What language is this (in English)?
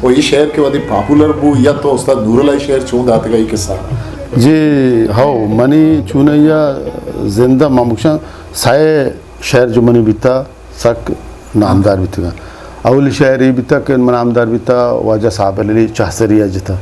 Eastern Balochi